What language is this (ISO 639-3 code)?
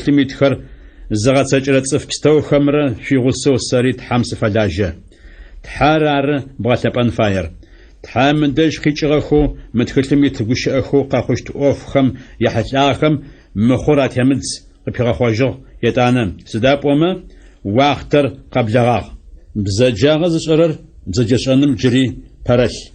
ady